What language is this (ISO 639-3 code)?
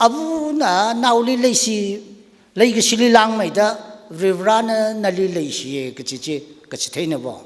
nmf